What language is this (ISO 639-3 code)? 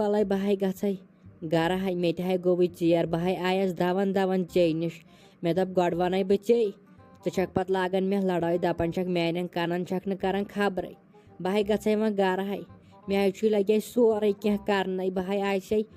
kas